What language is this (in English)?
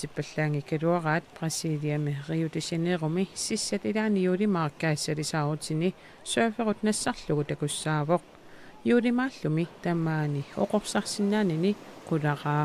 Kalaallisut